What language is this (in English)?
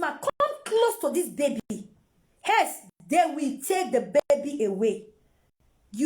Nigerian Pidgin